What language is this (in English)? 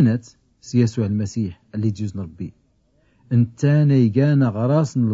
Tachelhit